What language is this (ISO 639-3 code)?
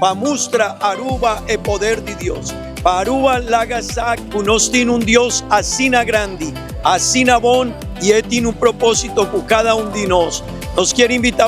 pap